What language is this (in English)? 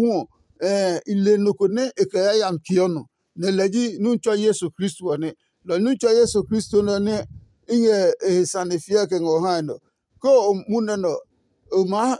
Adangme